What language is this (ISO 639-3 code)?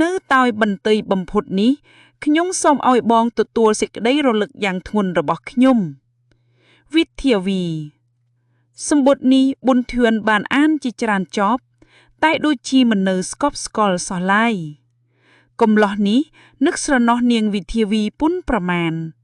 khm